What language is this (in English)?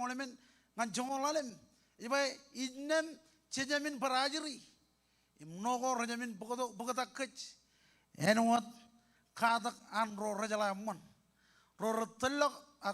Marshallese